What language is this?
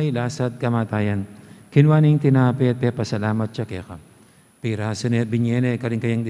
Pampanga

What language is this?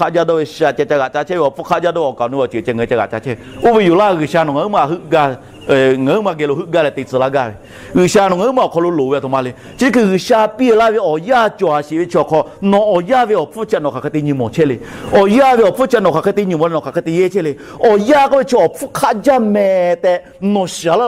Lahu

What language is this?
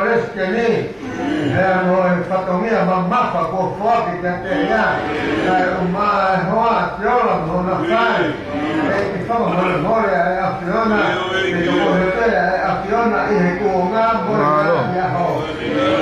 Tongan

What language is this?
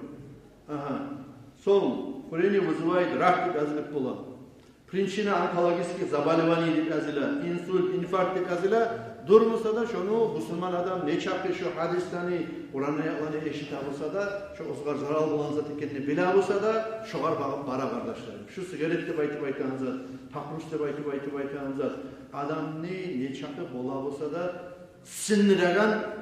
Kumyk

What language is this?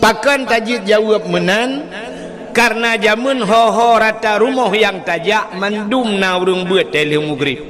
Achinese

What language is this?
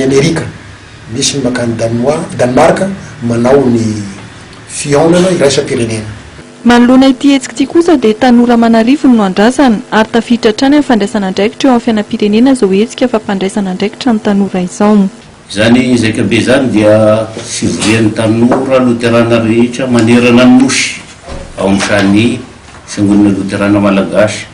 Malagasy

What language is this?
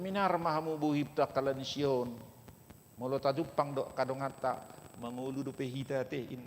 Batak Toba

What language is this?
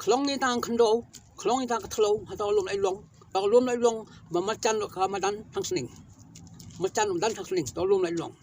Khasi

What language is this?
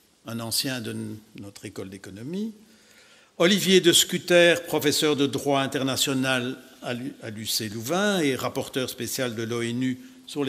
French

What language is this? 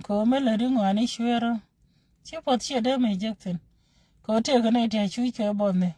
Nuer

